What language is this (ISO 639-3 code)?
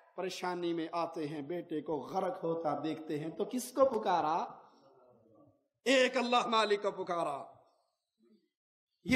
urd